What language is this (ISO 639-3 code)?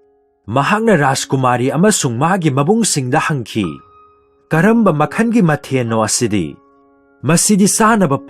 mni